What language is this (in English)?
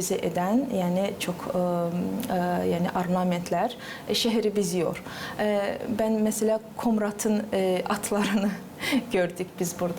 Gagauz